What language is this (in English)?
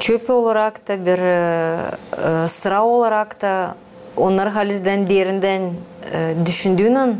Gagauz